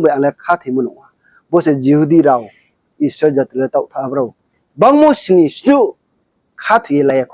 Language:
Riang (India)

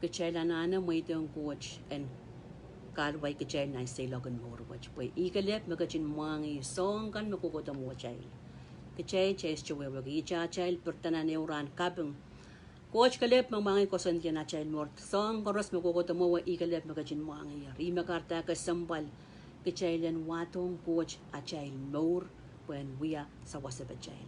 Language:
Pohnpeian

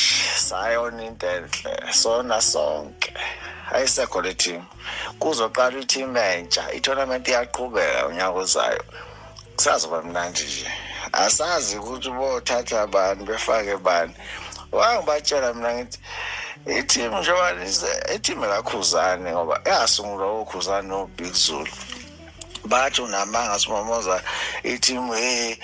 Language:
Zulu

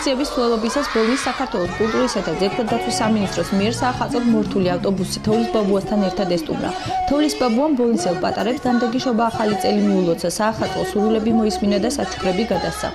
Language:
Georgian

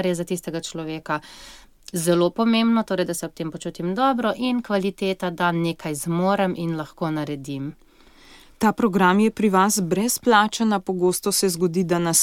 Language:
Slovenian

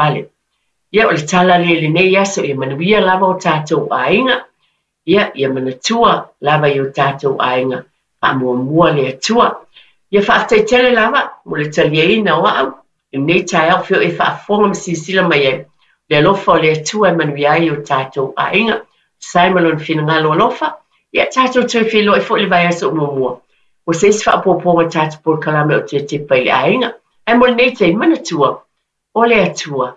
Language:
Samoan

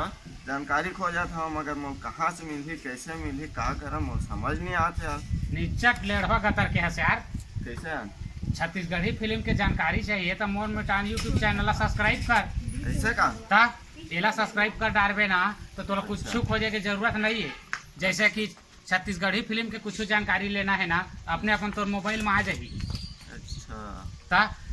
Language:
Chhattisgarhi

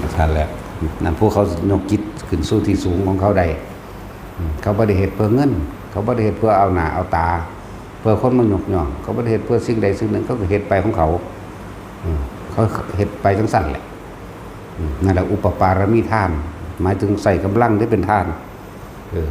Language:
Northeastern Thai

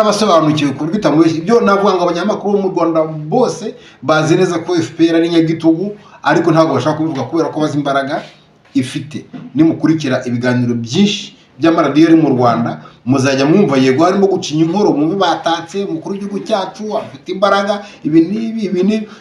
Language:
Kinyarwanda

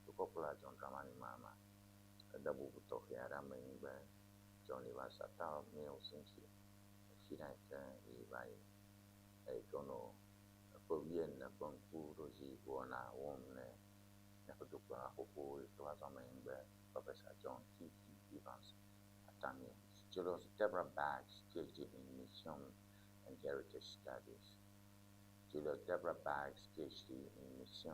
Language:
Ewe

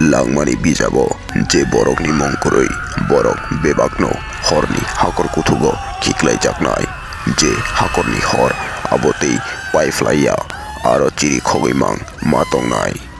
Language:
Kok Borok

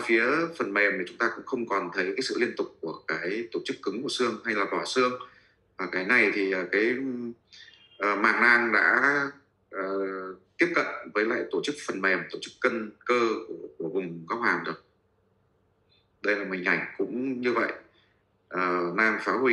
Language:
Vietnamese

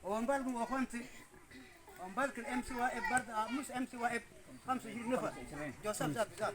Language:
Mabaan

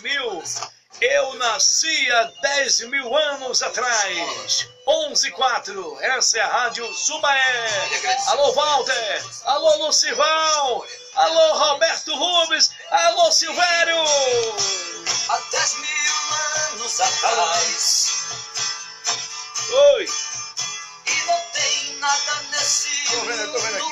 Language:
Portuguese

